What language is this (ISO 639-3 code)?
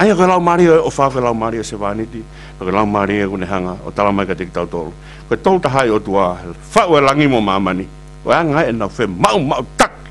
ton